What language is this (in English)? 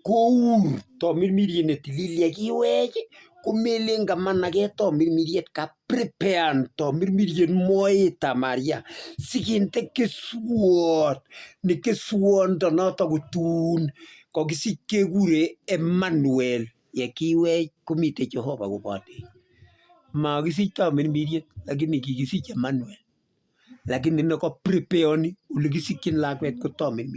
Kalenjin